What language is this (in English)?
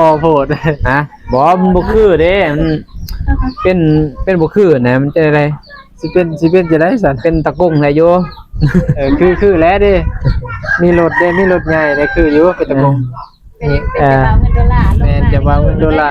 Northeastern Thai